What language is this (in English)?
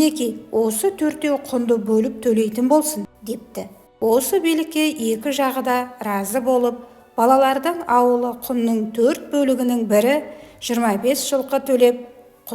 Kazakh